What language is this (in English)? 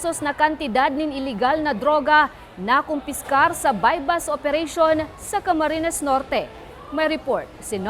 Bikol